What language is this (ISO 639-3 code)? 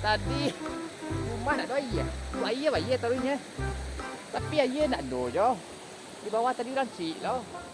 min